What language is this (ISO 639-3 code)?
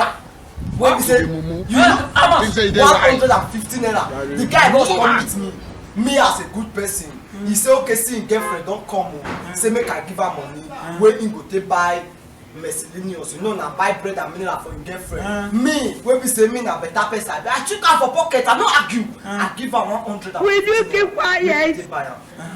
pcm